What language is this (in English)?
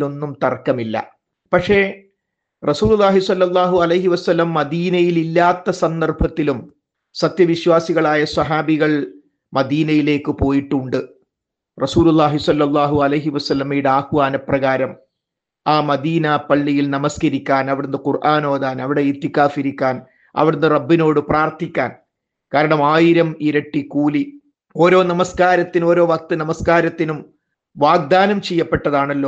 Malayalam